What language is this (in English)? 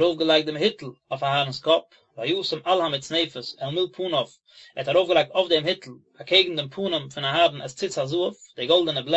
Yiddish